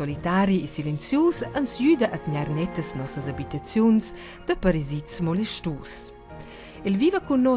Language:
Romansh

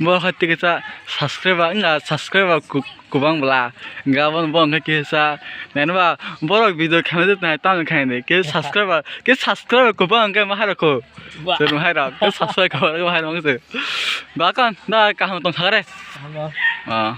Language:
Kok Borok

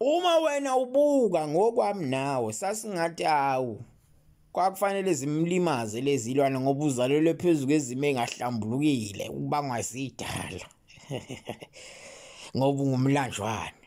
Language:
Zulu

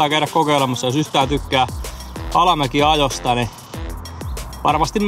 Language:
Finnish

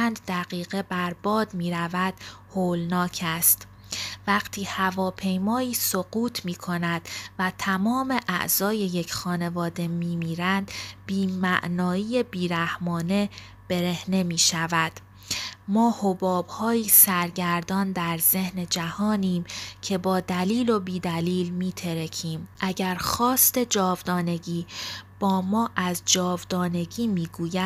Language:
Persian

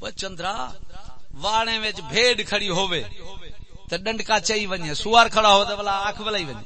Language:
Saraiki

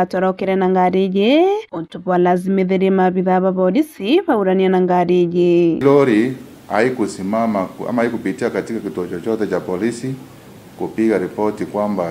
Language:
Meru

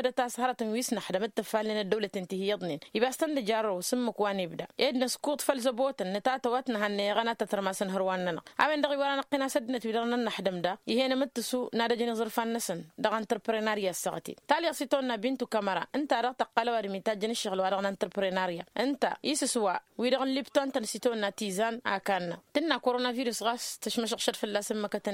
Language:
Tamasheq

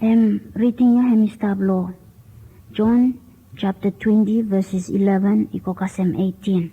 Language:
Bislama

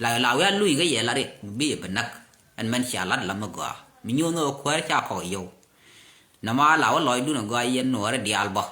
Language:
Nuer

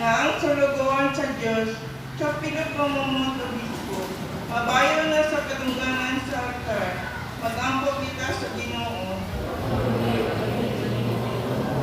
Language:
Cebuano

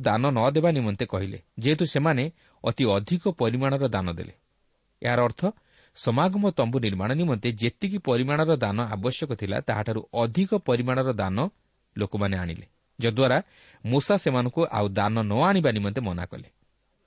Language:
Odia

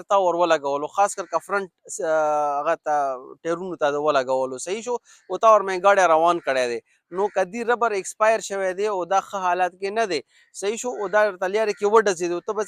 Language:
Pashto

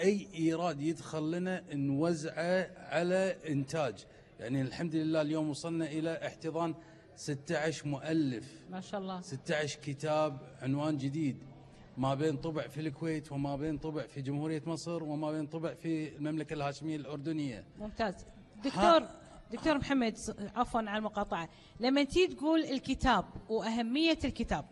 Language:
Gulf Arabic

